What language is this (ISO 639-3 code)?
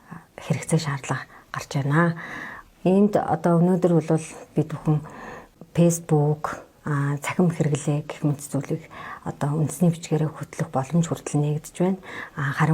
mon